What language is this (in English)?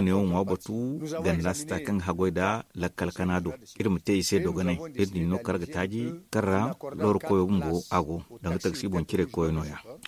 Zarma